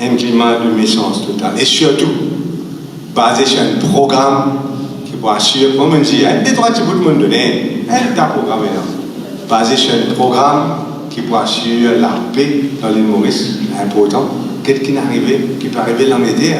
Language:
Morisyen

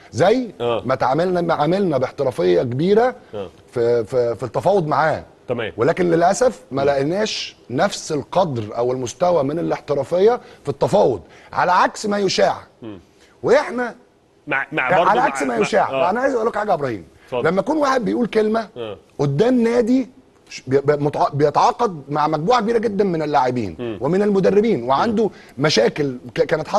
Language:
Egyptian Arabic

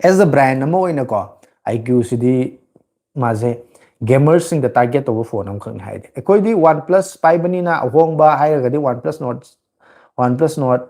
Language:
Manipuri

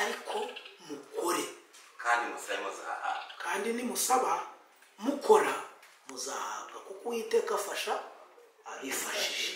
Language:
Kinyarwanda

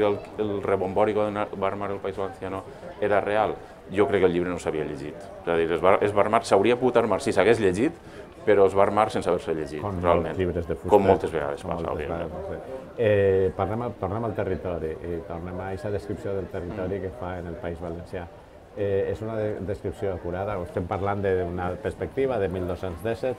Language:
Catalan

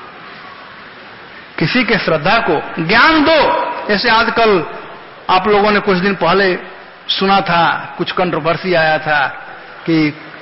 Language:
Hindi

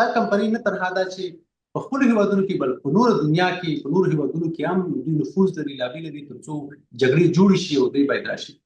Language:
Pashto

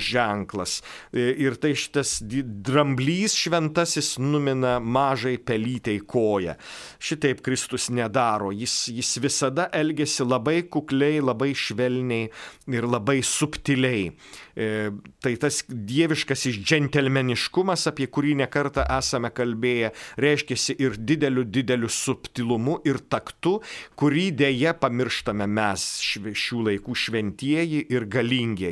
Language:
Lithuanian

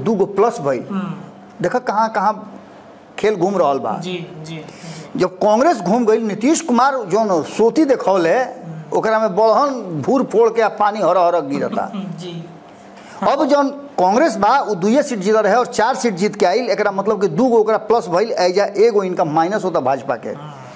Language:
Bhojpuri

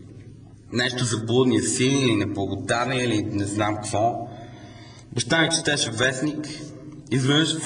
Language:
Bulgarian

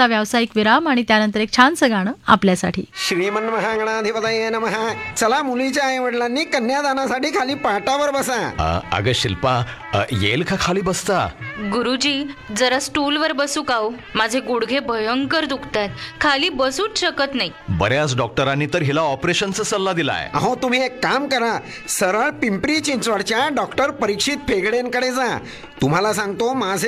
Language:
Marathi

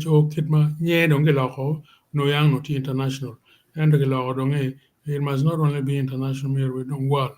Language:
Acoli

